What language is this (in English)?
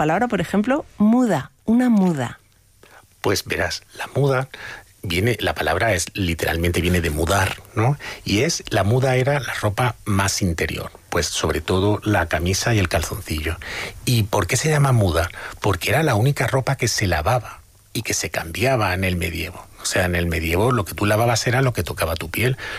Spanish